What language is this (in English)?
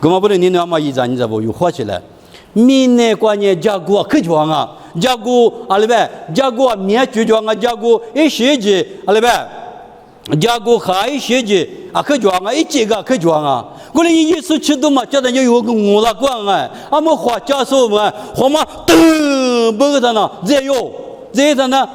Lisu